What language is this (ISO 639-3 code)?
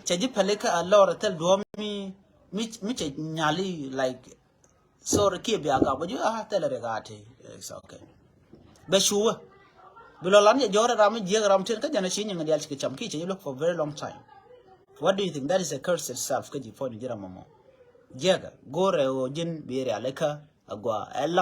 nus